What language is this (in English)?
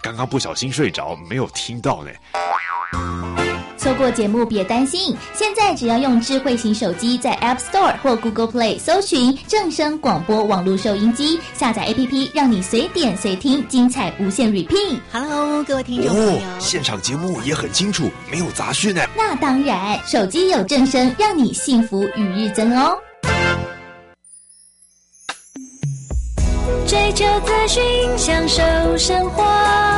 Chinese